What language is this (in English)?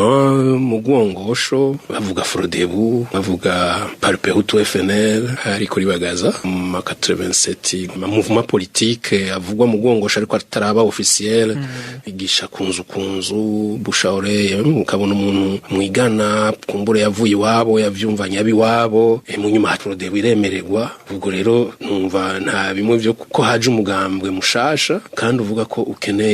Rundi